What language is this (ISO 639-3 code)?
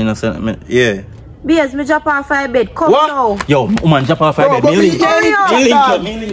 jam